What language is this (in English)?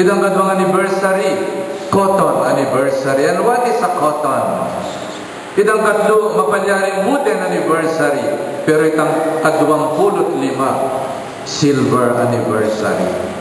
Pampanga